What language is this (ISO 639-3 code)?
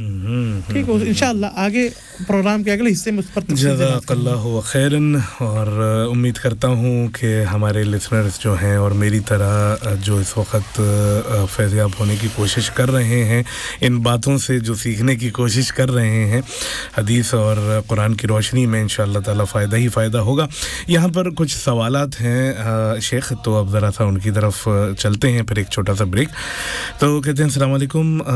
urd